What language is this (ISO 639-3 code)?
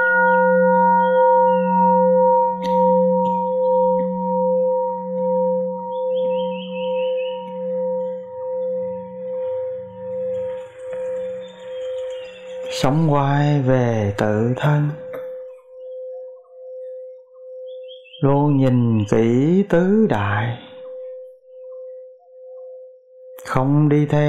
vie